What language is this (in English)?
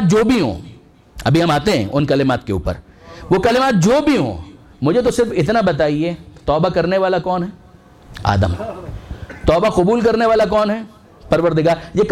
Urdu